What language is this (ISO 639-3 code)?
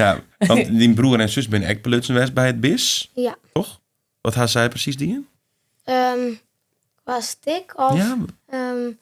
fry